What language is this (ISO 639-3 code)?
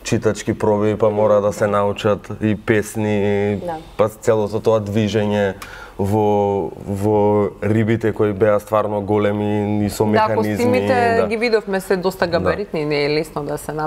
mkd